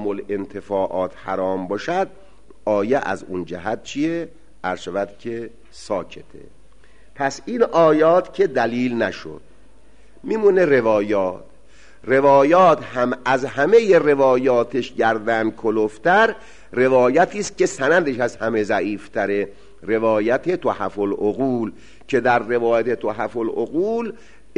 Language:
Persian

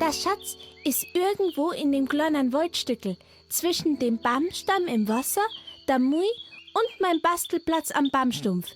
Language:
Bavarian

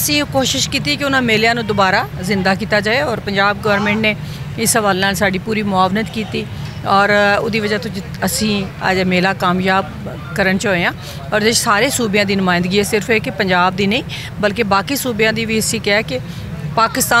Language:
Western Panjabi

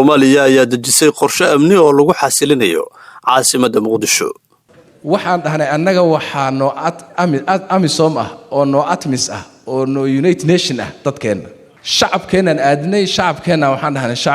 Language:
Somali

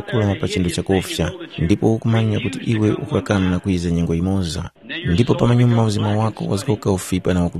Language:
Tumbuka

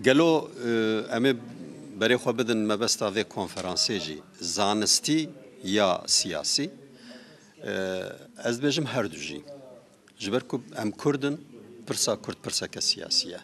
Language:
Kurdish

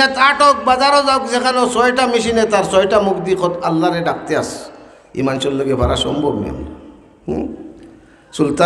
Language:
Sylheti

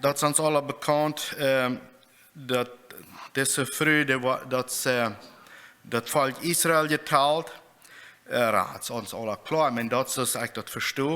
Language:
Plautdietsch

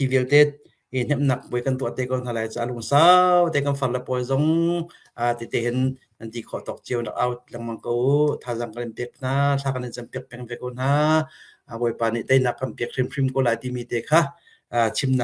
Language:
Hakha Chin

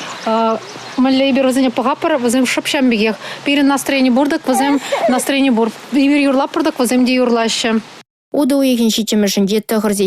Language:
Chuvash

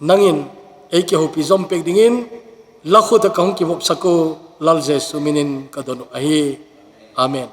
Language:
Thado Chin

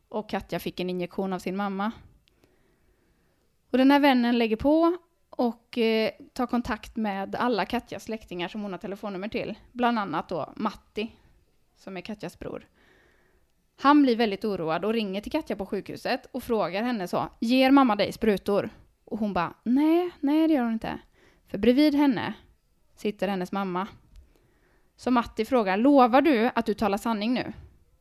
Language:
Swedish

